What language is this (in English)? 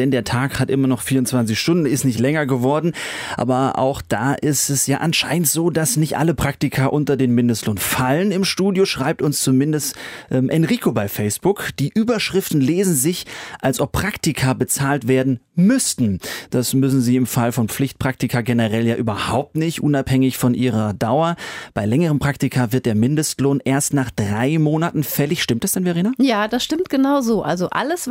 German